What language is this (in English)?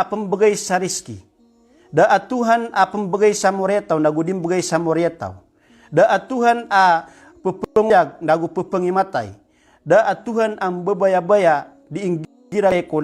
Maranao